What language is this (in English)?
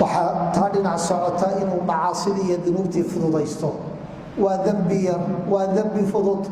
Somali